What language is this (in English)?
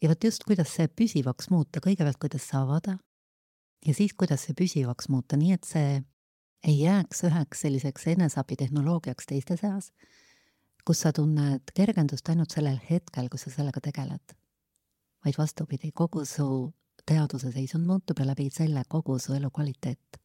Estonian